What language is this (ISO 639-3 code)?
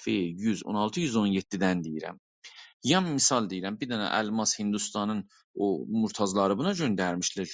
azb